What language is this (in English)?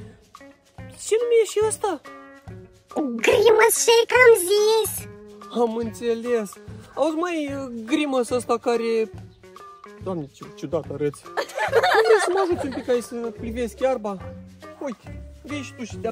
Romanian